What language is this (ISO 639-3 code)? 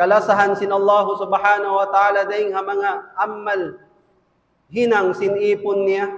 tsg